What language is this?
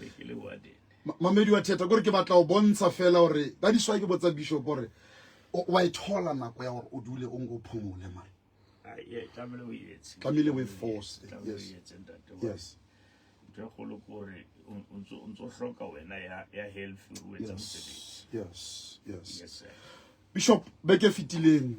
Southern Sotho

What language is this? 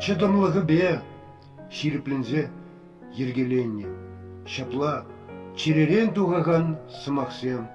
Chuvash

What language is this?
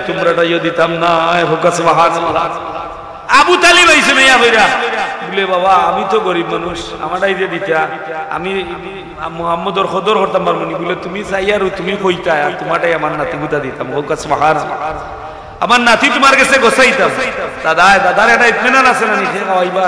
Sylheti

